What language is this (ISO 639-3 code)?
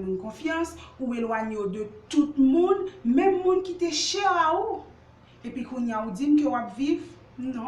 hat